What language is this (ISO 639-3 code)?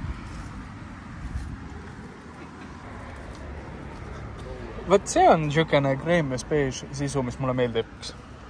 est